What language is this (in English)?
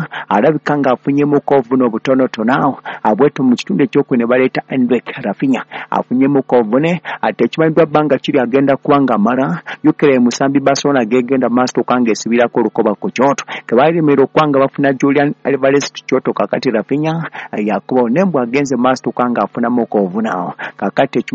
Ganda